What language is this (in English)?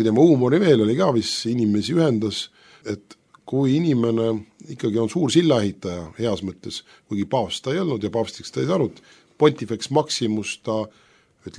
Estonian